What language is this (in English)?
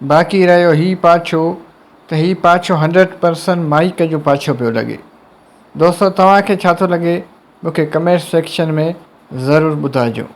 Sindhi